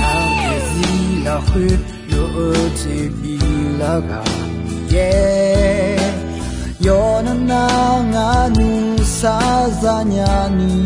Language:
Akha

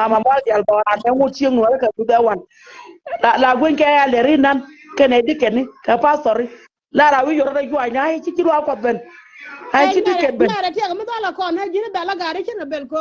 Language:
Nuer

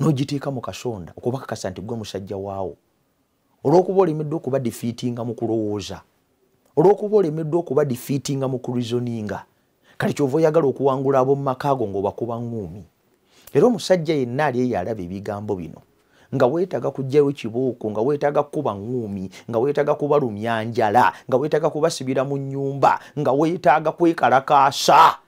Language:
Ganda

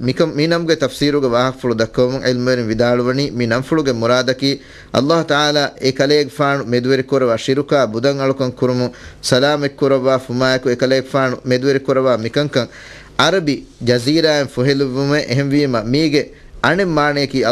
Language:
Divehi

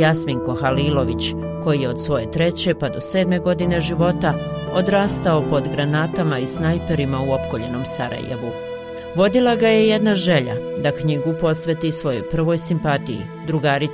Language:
Bosnian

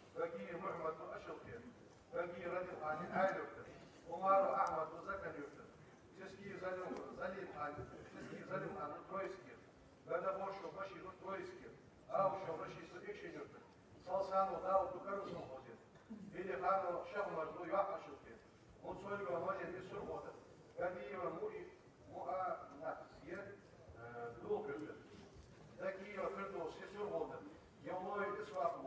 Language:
Ingush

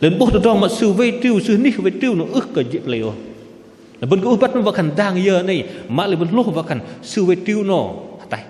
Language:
Bahnar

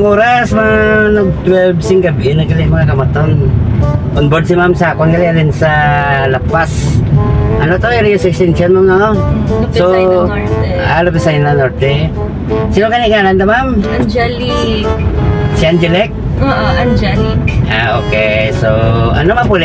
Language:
Hiligaynon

